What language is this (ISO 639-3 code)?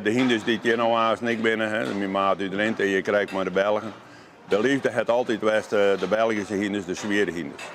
fry